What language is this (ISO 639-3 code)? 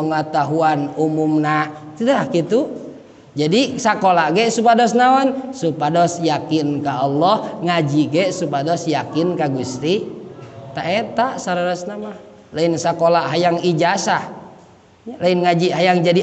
sun